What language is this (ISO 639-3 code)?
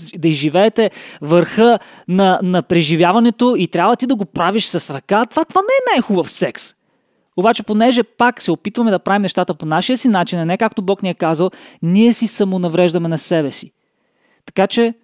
bul